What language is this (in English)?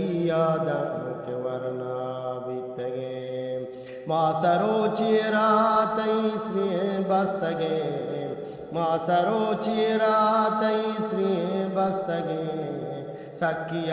Eastern Balochi